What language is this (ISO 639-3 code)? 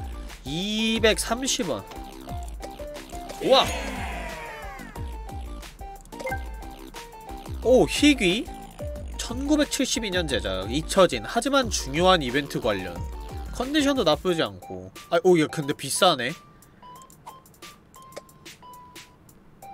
kor